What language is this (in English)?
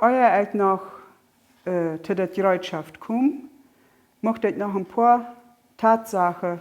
Plautdietsch